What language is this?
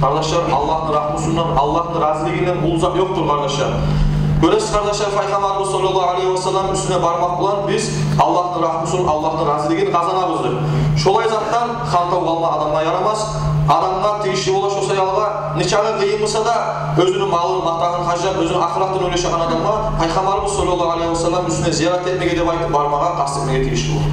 Kumyk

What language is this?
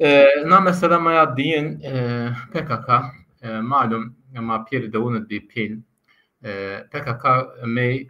Zaza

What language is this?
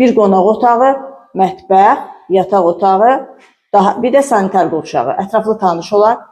Azerbaijani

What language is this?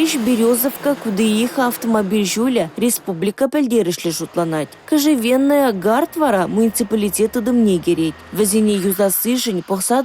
Chuvash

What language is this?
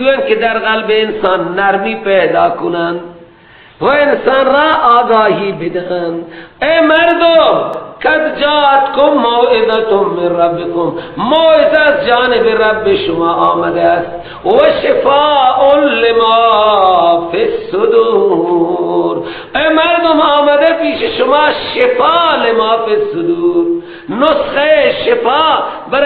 Persian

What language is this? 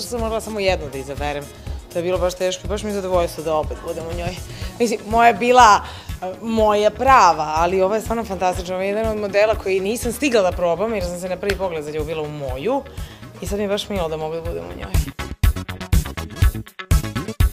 Serbian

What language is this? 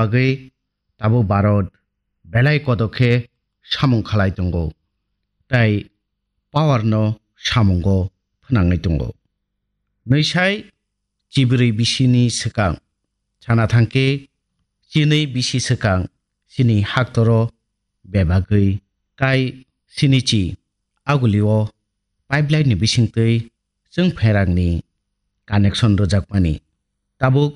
Kok Borok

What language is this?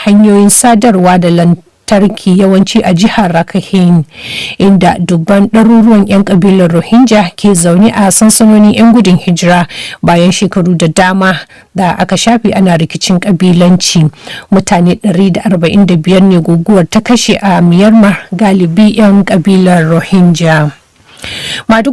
Hausa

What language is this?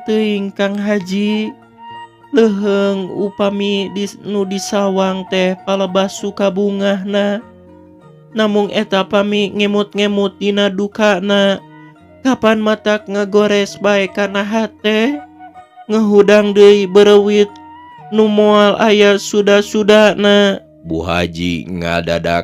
Sundanese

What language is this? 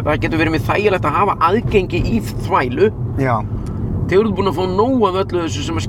Icelandic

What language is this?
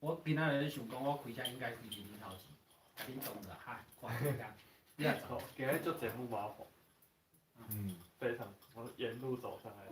Min Nan Chinese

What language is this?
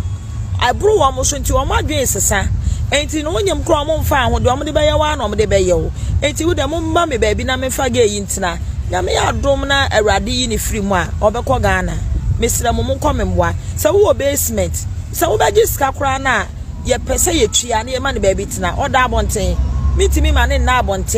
Akan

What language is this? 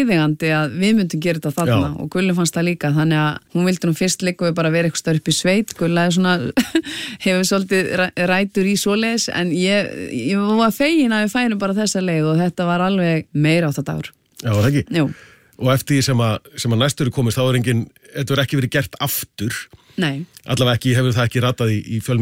Icelandic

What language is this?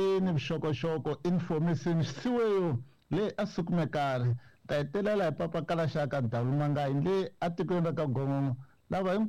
Tsonga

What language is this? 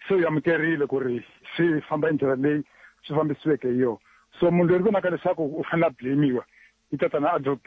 Tsonga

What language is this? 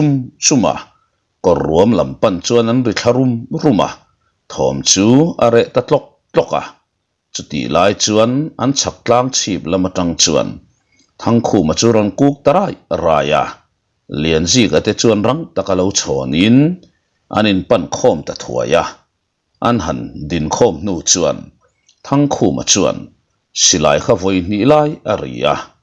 Mizo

